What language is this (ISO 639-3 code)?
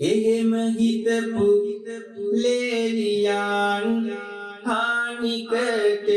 sin